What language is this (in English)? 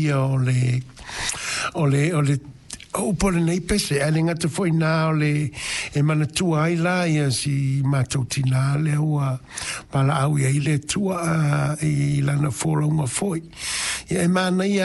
Samoan